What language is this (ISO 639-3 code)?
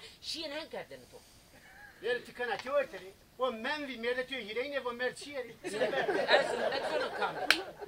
zza